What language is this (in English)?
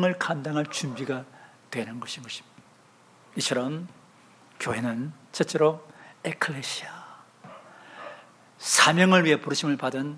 Korean